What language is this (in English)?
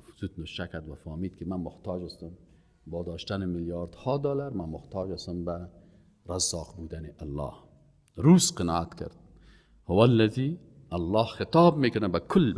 Persian